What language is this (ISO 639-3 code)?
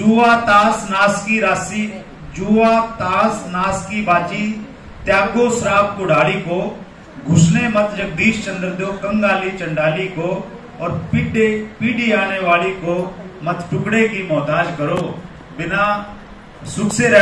hin